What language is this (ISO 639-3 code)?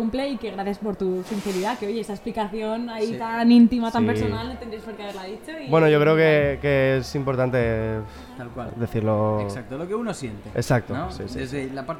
spa